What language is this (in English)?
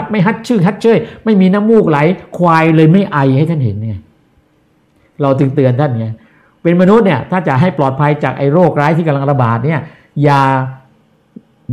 Thai